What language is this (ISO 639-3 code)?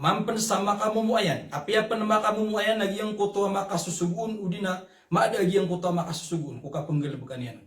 mrw